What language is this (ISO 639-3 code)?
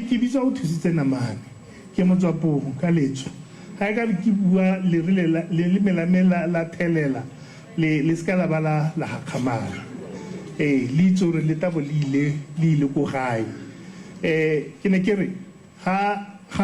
tsn